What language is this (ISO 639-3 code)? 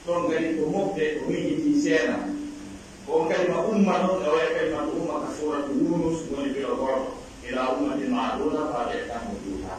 fuf